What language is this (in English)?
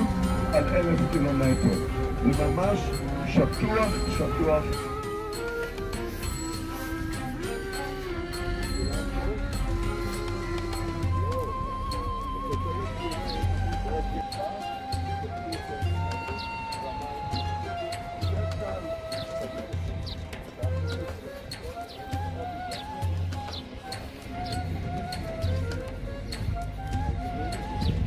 Hebrew